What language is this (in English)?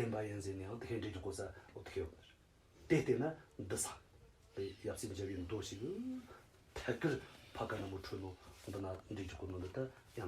Tibetan